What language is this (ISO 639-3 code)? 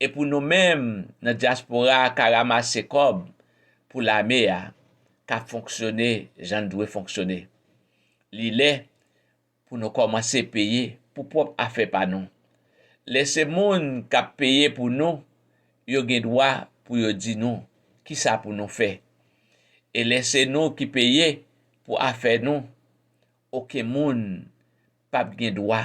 hat